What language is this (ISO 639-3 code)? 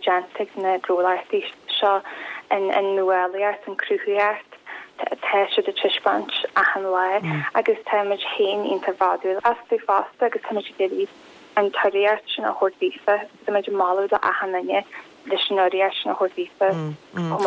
gle